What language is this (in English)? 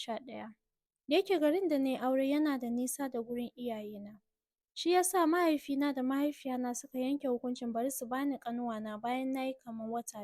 Hausa